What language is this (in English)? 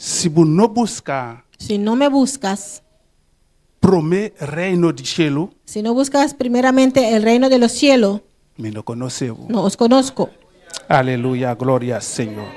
Papiamento